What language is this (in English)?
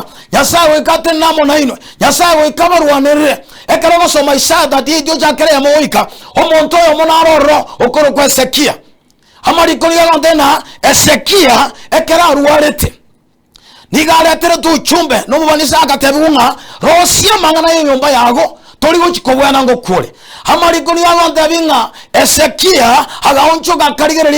Gusii